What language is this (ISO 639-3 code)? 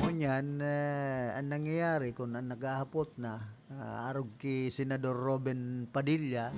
bik